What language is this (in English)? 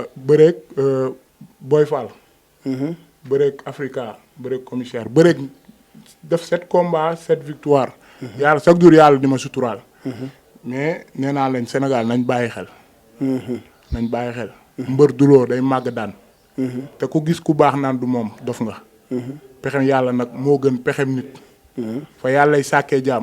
Wolof